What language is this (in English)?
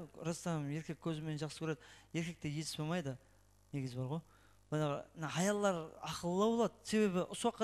Kara-Kalpak